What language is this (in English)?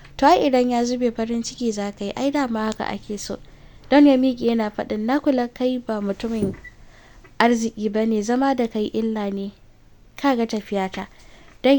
Hausa